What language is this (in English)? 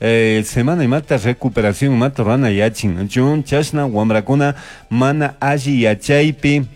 Chimborazo Highland Quichua